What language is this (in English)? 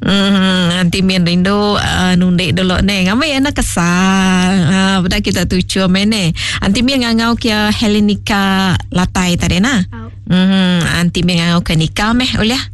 Iban